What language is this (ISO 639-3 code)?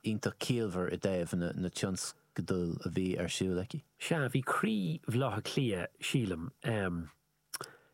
gle